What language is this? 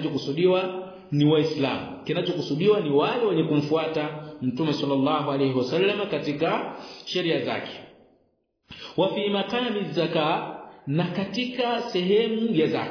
Swahili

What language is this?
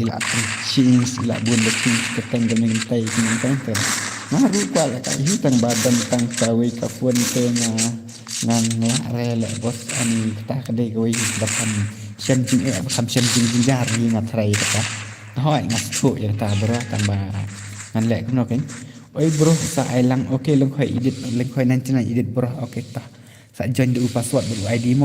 Khasi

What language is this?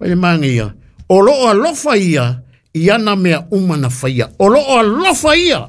Samoan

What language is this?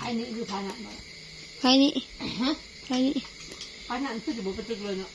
Northeastern Thai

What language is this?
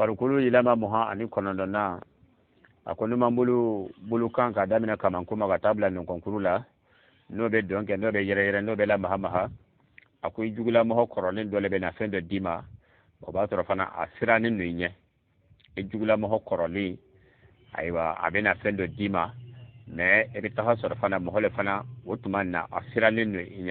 Bambara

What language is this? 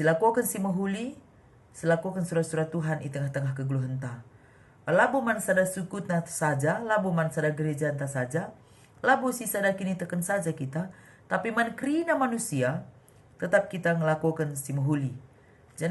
Batak Karo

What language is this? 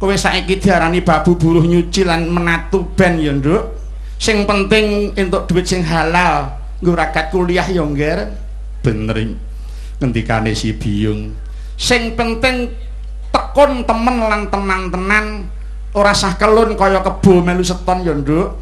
Javanese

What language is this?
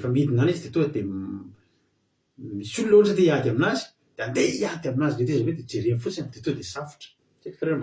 Malagasy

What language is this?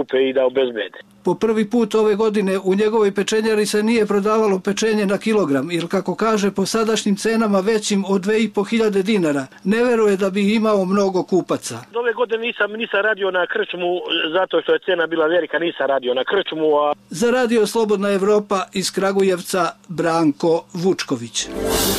Serbian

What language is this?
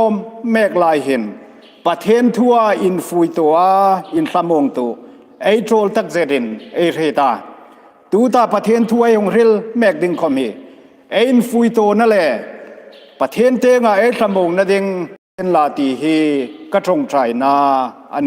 Hmar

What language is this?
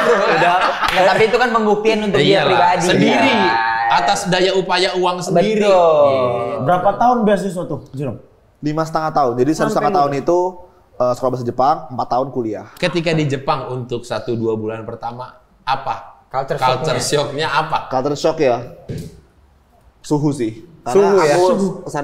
Indonesian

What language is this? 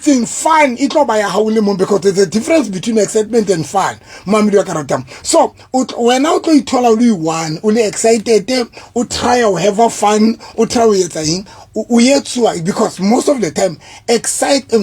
Southern Sotho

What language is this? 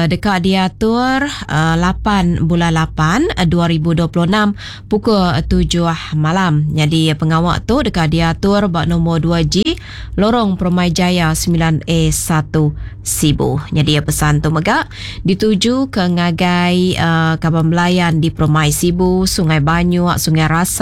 Iban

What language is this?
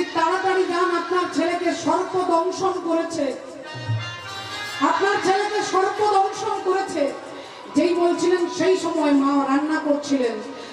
Bangla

